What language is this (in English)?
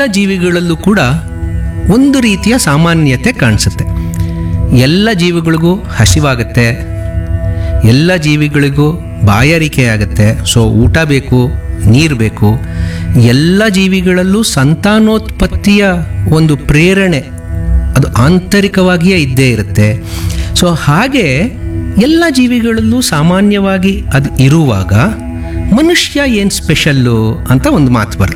Kannada